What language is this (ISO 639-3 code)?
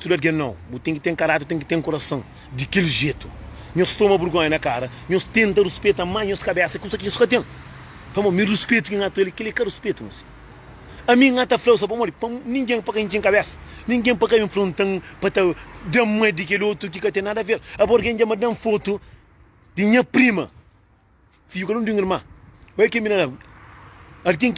kea